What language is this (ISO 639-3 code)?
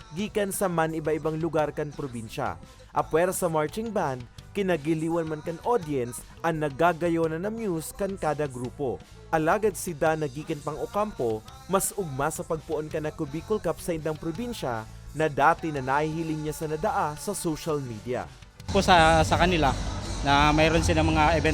bik